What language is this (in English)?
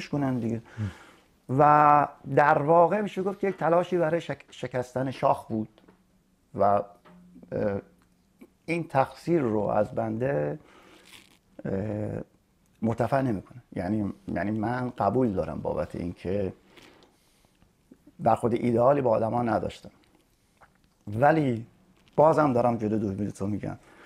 Persian